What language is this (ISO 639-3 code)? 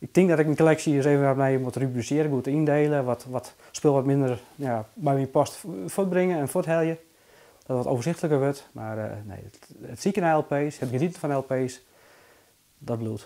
fry